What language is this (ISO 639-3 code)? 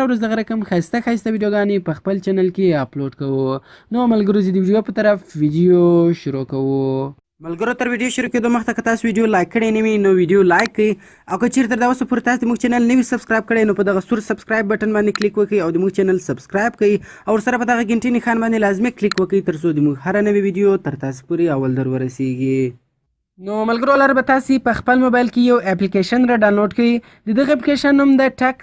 pus